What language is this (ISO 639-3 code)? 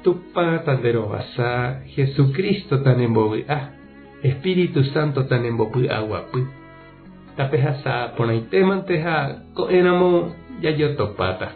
grn